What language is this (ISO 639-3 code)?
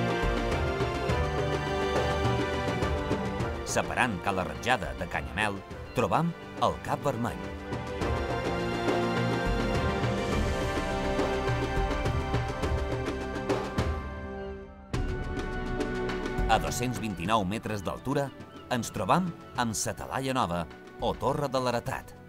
cat